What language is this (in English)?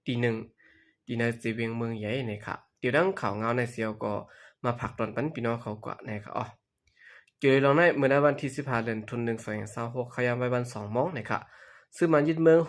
Shan